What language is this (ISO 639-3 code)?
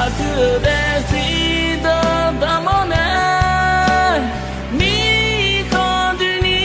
ahk